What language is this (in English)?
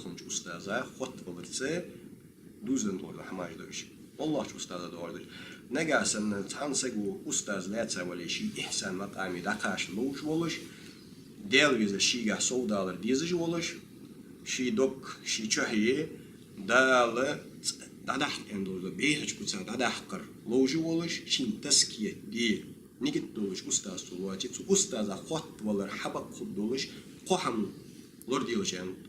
Ingush